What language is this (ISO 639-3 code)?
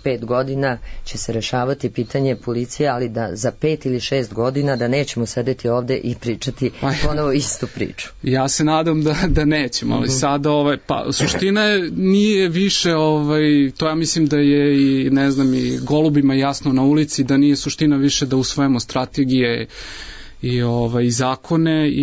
srp